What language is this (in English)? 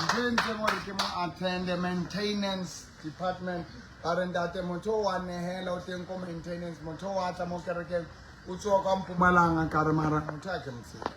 Southern Sotho